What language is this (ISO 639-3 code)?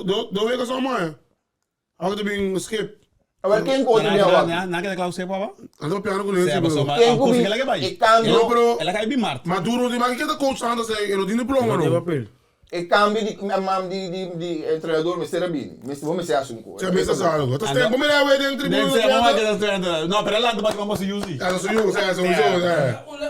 pap